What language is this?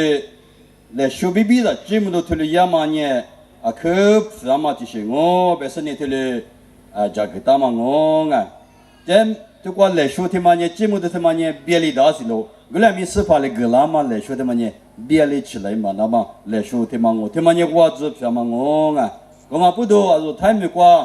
Lisu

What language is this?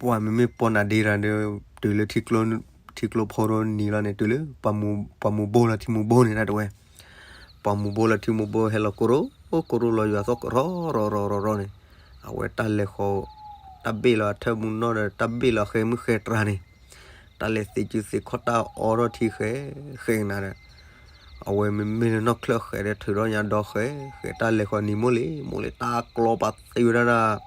S'gaw Karen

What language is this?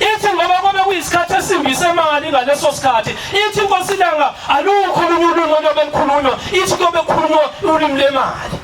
Zulu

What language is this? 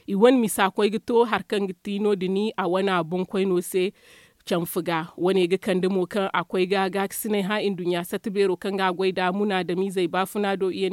Zarma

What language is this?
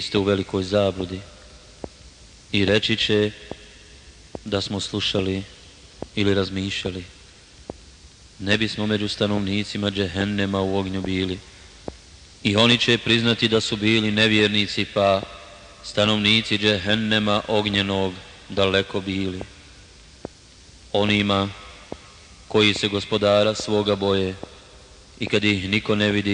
Bosnian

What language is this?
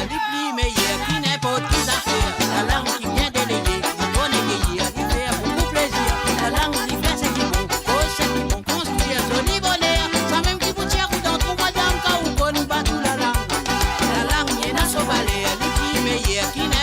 Morisyen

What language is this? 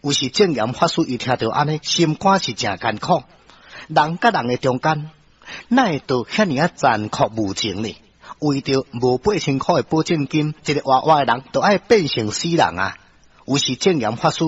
Min Nan Chinese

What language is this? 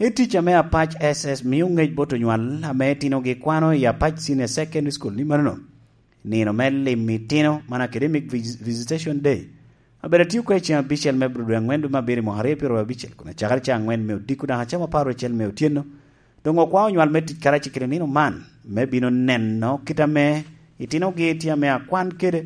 Lango (Uganda)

